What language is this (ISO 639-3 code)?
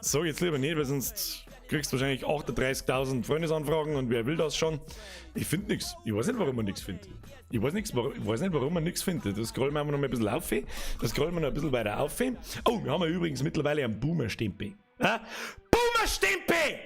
bar